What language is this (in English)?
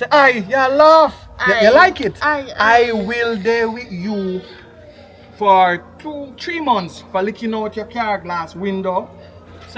Jamaican Creole English